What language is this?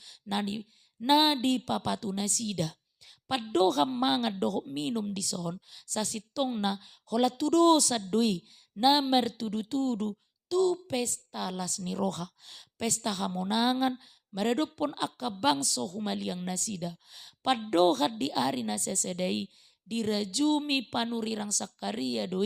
Batak Toba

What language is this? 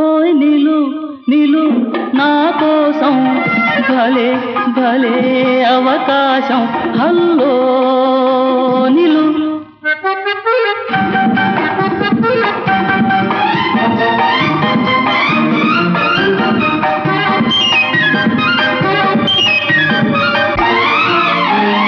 Telugu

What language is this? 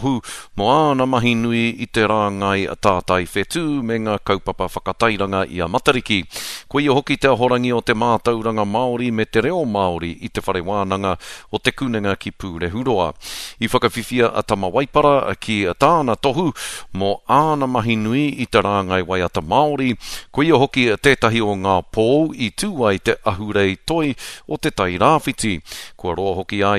Māori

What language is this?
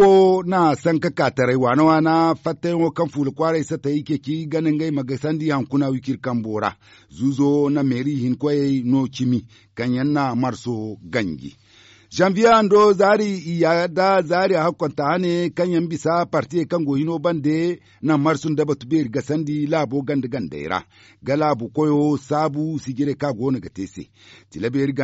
Zarma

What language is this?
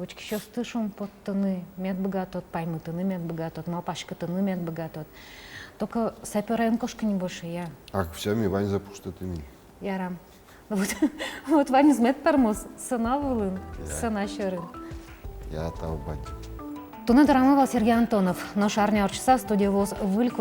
Udmurt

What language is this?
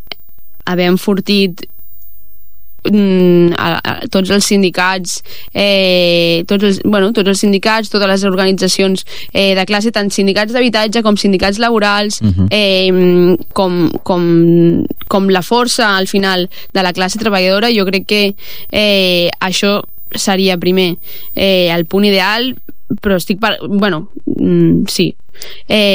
Catalan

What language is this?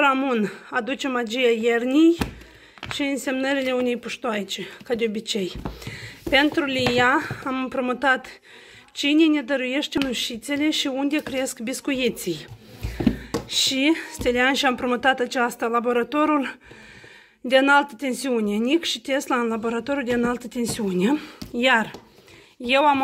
Romanian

